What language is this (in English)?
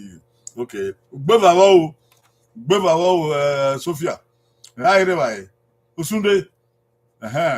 Bini